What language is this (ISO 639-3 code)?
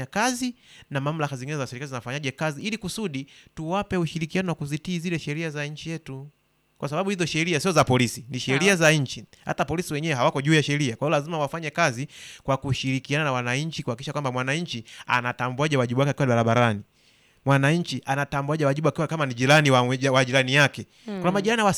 swa